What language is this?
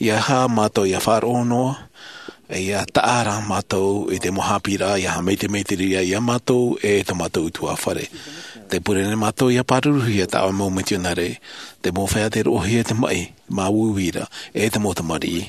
Tahitian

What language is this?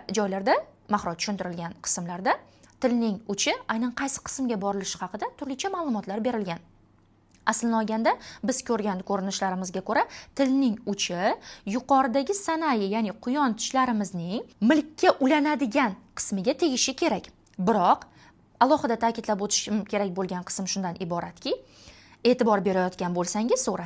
Uzbek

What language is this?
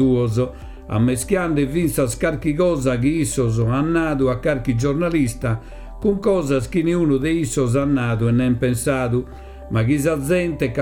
Sardinian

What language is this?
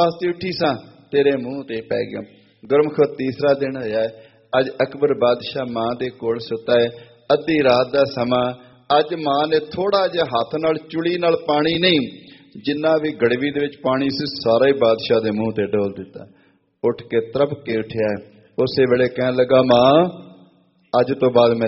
Punjabi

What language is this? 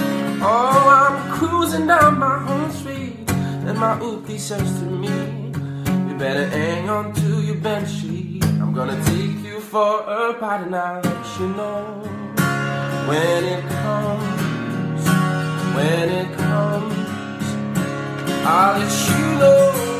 English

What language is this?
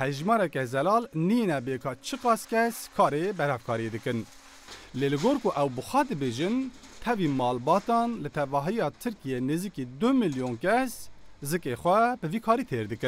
Kurdish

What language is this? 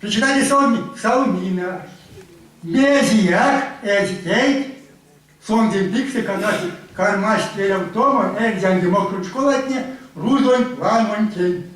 Erzya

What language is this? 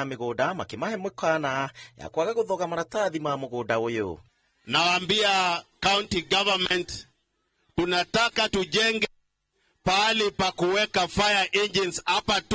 Kikuyu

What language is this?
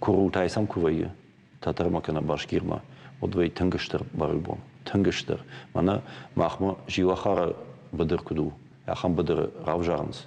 Ossetic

